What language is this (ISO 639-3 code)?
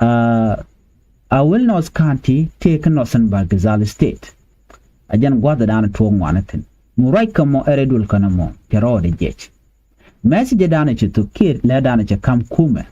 nus